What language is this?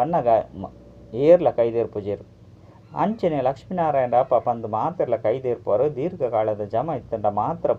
Tulu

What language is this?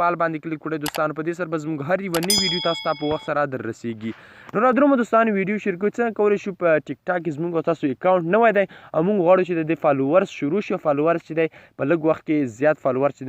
Pashto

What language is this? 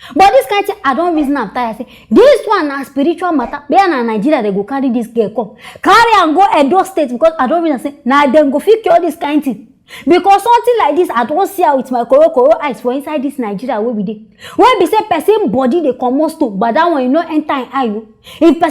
Nigerian Pidgin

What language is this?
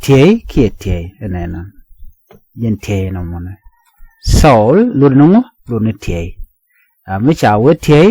Nuer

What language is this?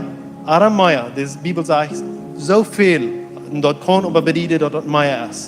Plautdietsch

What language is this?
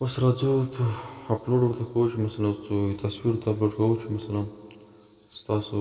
Pashto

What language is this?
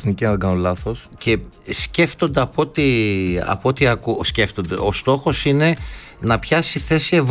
Greek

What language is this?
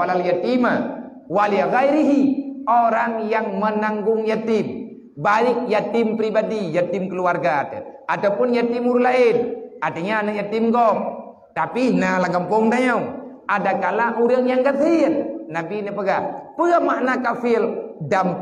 Achinese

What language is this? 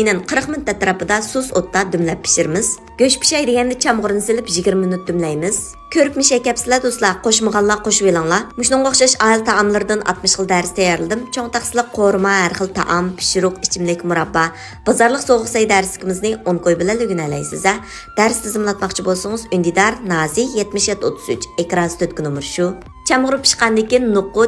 Uyghur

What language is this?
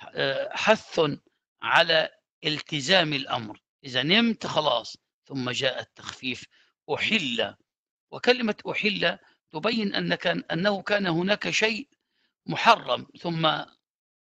Arabic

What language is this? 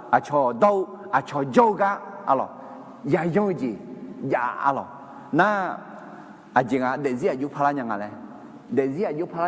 Akha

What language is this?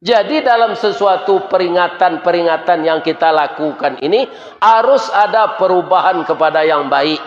Minangkabau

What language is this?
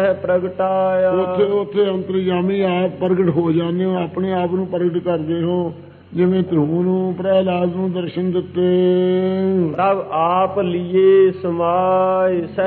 Punjabi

